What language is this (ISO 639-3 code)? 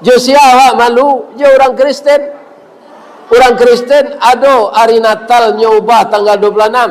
min